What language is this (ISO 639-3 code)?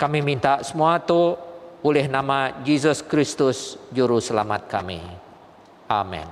iba